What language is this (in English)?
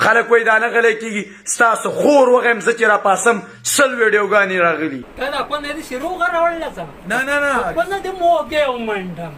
Pashto